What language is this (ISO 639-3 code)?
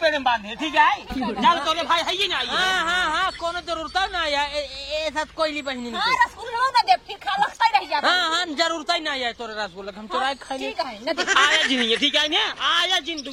awa